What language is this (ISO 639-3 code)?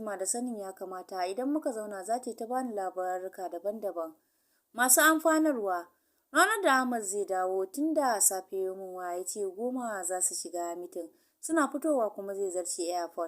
hau